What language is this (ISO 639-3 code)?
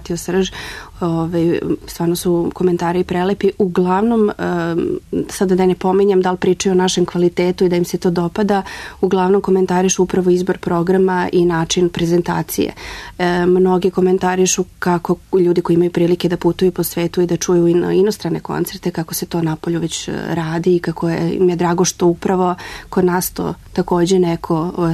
srp